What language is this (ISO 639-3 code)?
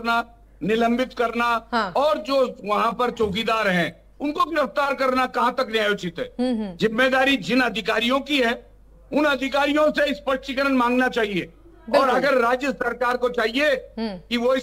hin